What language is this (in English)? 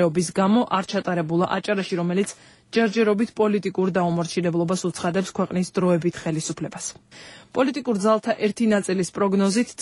Georgian